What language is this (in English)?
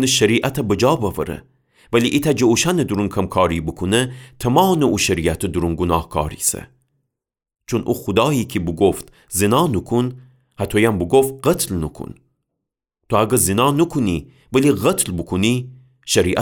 Gilaki